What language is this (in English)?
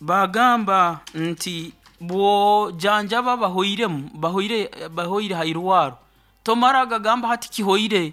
Nyoro